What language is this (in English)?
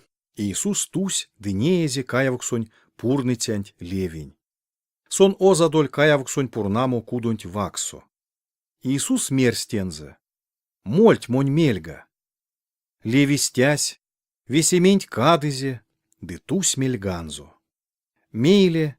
Erzya